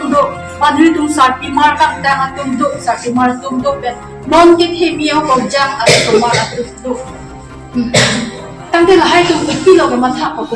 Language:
Karbi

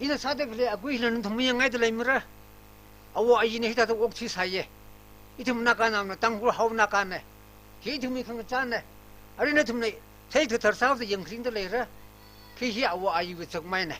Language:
Tangkhul Naga (India)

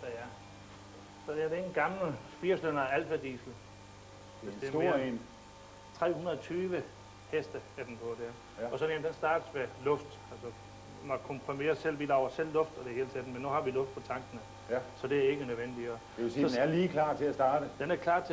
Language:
Danish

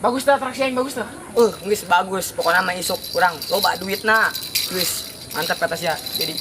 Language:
Sundanese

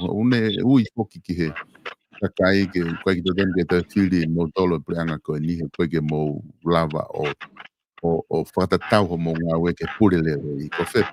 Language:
Tongan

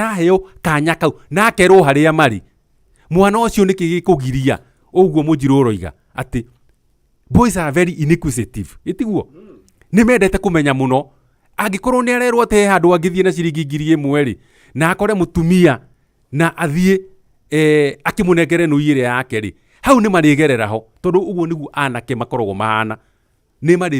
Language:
Kikuyu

